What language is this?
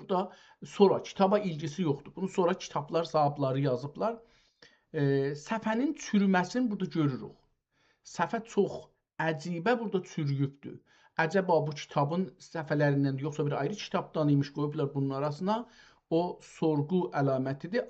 South Azerbaijani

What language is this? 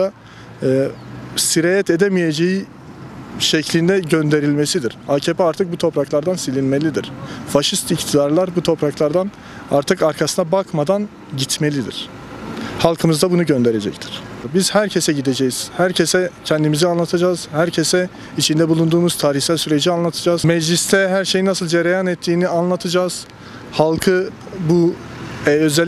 Turkish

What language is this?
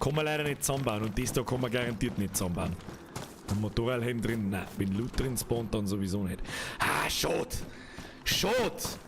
Bavarian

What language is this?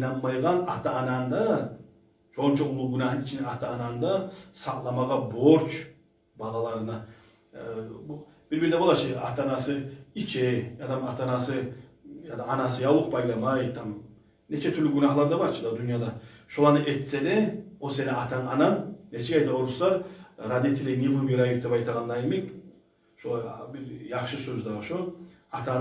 Kumyk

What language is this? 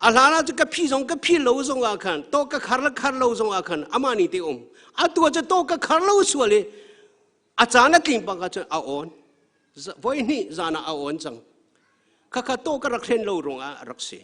Hakha Chin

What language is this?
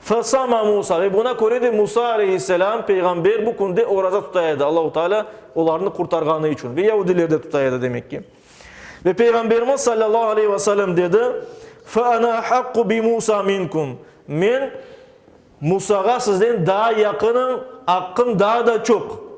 Crimean Tatar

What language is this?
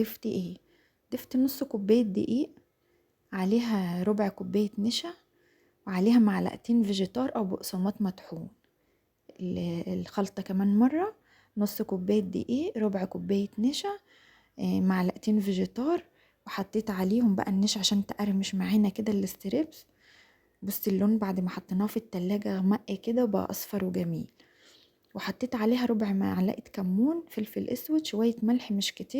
Egyptian Arabic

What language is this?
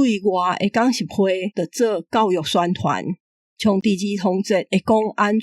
Min Nan Chinese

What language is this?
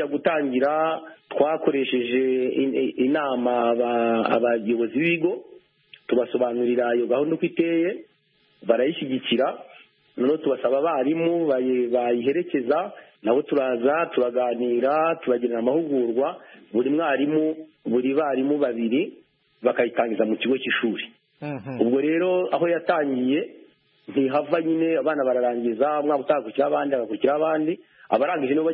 Kinyarwanda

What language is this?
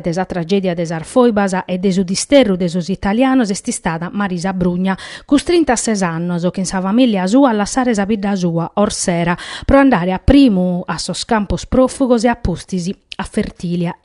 Sardinian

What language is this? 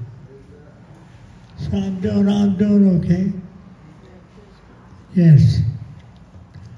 English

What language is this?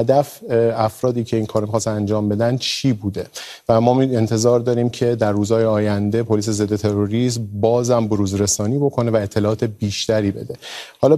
Persian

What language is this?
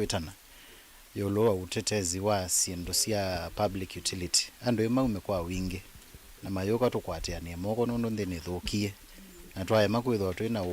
Kamba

